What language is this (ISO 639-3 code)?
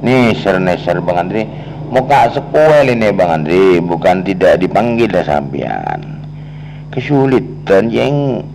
mad